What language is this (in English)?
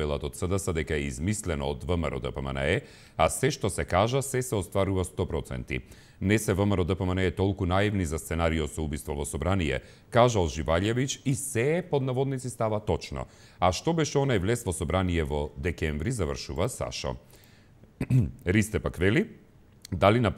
Macedonian